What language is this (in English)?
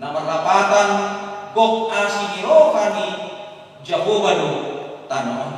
Batak Toba